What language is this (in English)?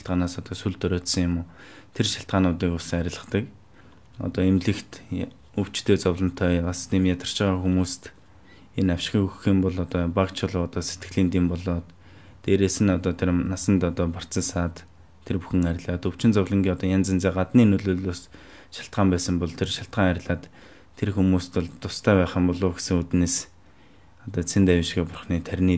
Mongolian